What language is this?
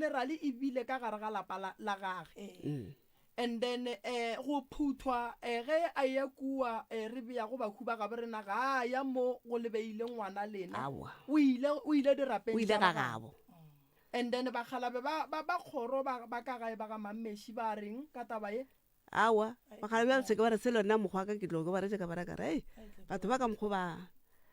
Northern Sotho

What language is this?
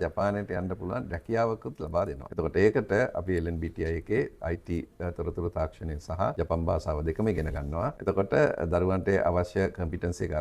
Sinhala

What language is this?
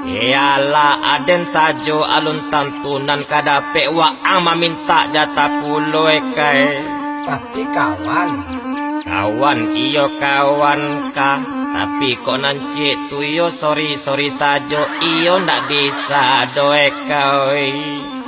Minangkabau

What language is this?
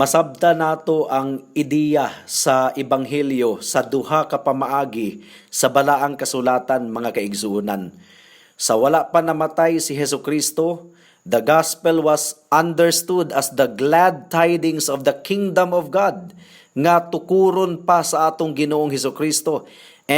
Cebuano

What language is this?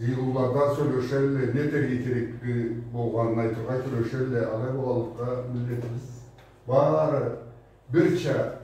Karachay-Balkar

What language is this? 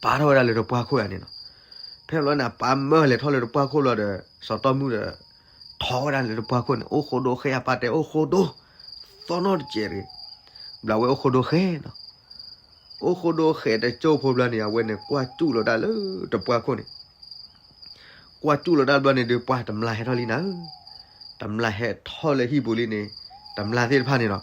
S'gaw Karen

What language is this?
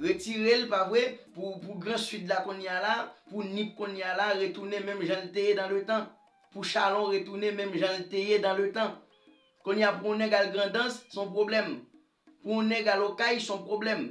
Haitian Creole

